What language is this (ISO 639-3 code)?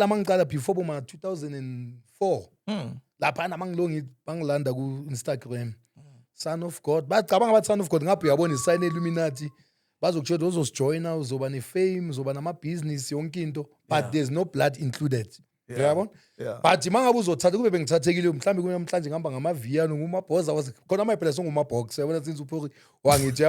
zul